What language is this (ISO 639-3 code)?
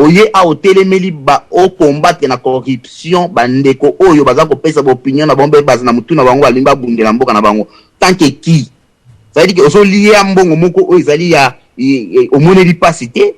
lin